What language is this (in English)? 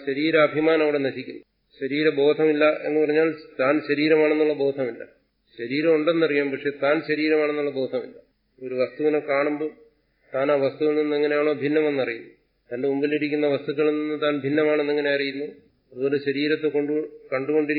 Malayalam